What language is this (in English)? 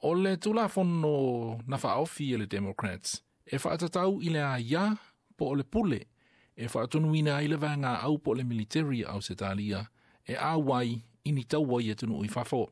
Samoan